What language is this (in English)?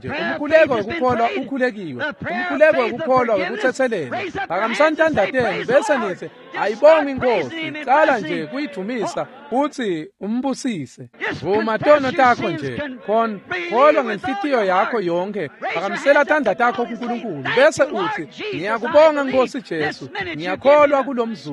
Swati